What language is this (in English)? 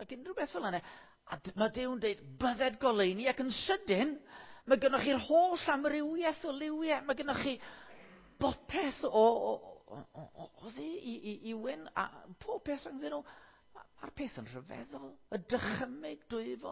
Welsh